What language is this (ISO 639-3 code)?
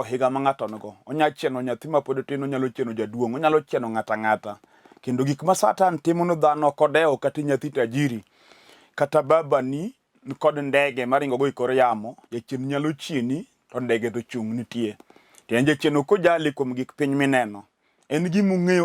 luo